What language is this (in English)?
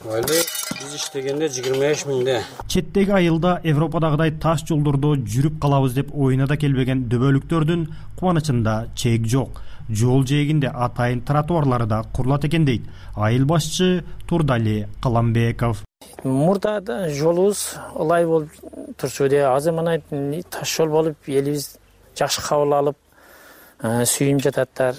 Kyrgyz